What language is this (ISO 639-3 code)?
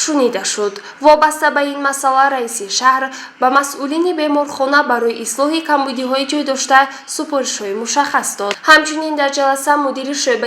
tgk